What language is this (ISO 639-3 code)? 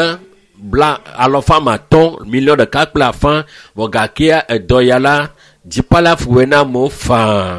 ewe